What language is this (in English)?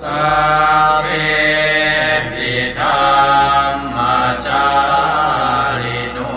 Pali